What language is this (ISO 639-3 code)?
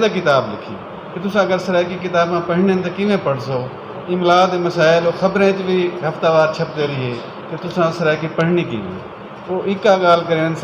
skr